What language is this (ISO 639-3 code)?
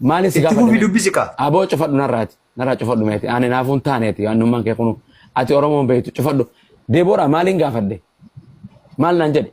orm